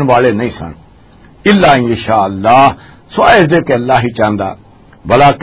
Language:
Western Panjabi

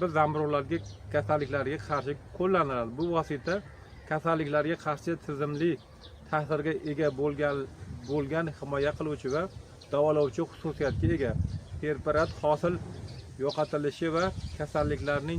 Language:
Uzbek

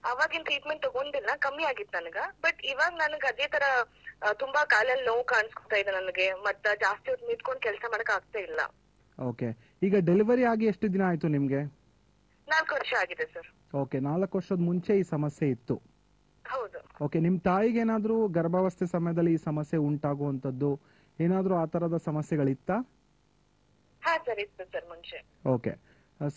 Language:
Kannada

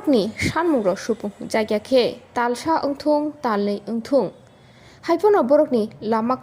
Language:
Kok Borok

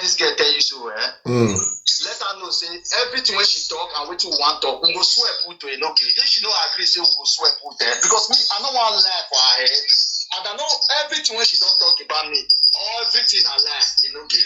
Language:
Nigerian Pidgin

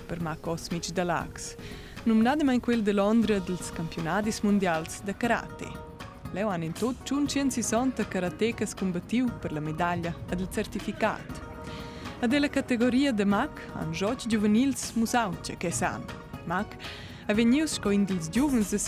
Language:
Romansh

